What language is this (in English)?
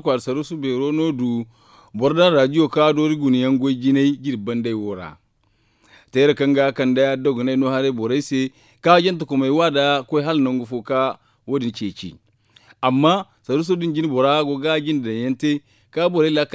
Zarma